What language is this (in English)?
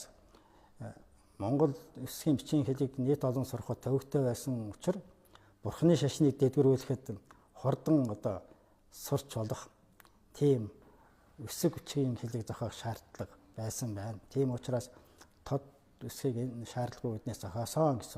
Mongolian